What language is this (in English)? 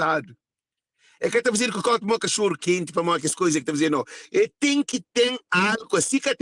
Kabuverdianu